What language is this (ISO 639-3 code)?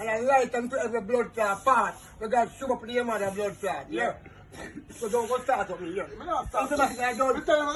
jam